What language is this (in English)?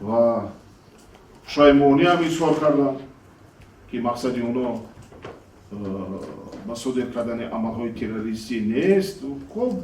Tajik